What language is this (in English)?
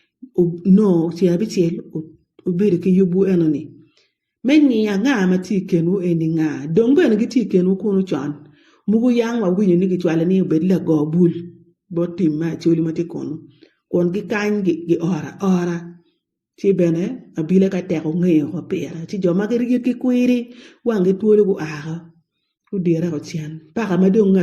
Acoli